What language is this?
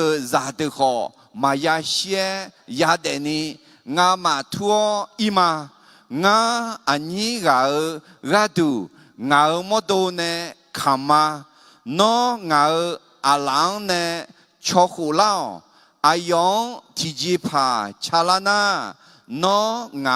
Akha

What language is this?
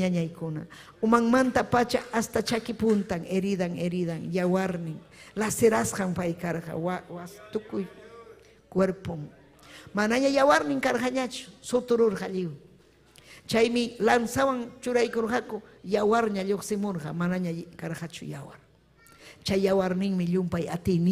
Ayacucho Quechua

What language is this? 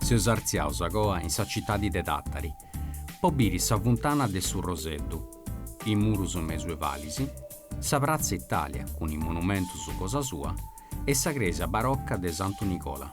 Sardinian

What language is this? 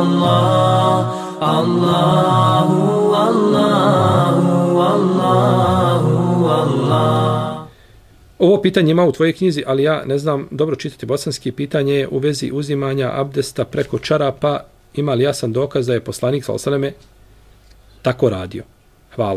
Bosnian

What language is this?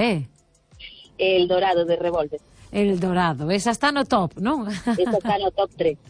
Galician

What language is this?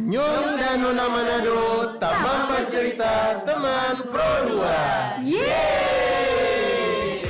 Manado Malay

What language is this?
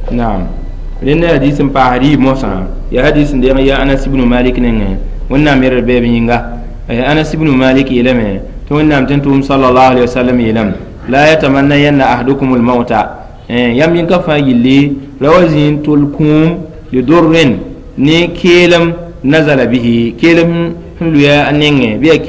Mossi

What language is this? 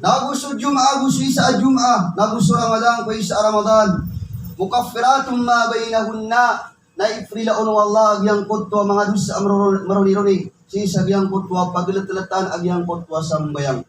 Maranao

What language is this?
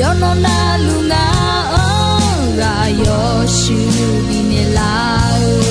Akha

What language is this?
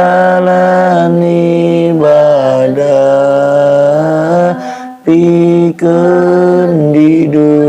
Sundanese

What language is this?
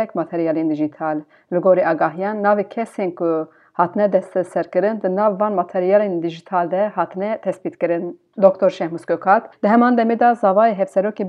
Kurdish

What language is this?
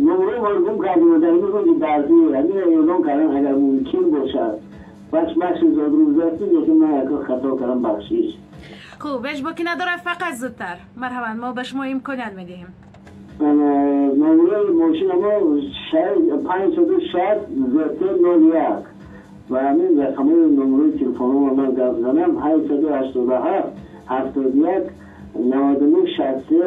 Tajik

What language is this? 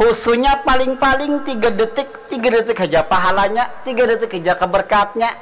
Banjar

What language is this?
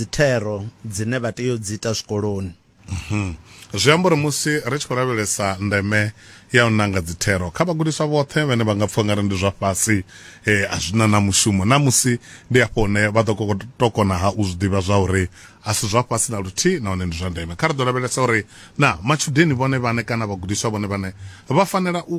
Venda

